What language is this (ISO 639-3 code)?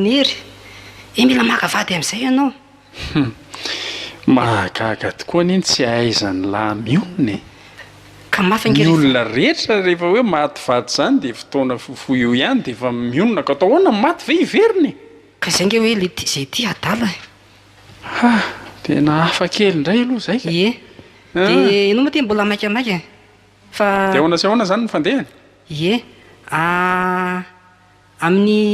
mlg